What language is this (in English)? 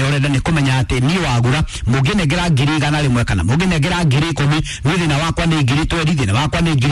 Kikuyu